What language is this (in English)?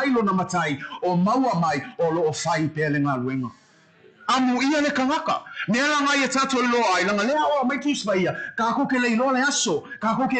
Samoan